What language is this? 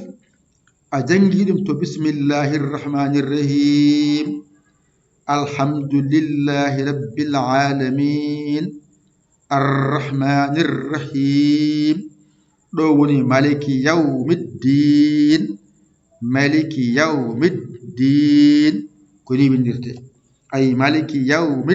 Fula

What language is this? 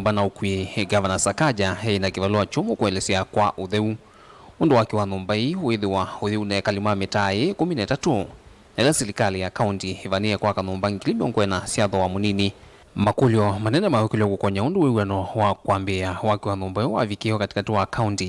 Kamba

